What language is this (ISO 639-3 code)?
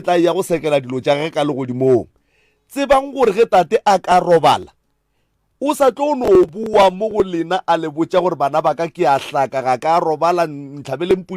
nso